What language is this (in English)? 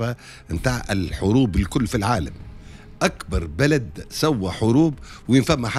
Tunisian Arabic